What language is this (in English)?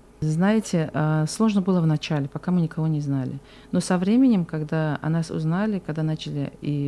Russian